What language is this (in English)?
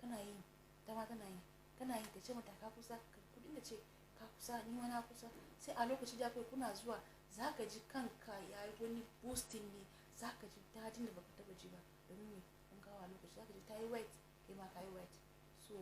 Hausa